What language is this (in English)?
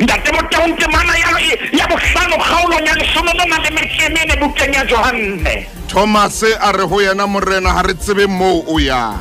Southern Sotho